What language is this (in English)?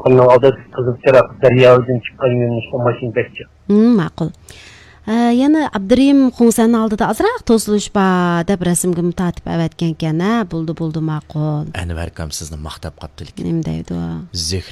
Uyghur